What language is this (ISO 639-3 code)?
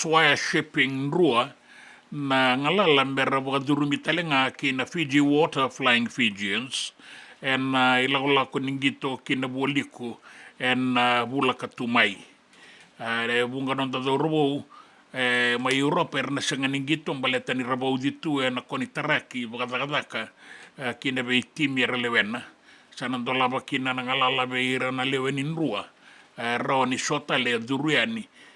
fij